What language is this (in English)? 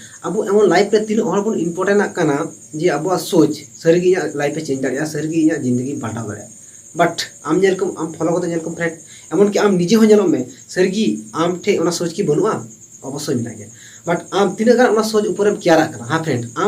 Santali